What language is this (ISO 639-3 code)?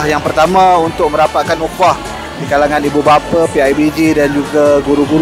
msa